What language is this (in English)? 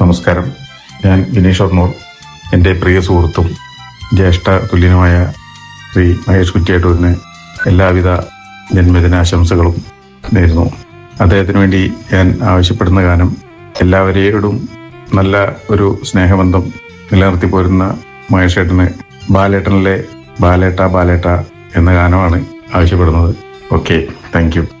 Malayalam